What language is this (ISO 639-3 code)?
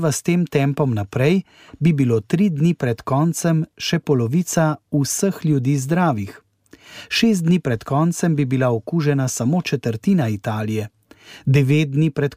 slv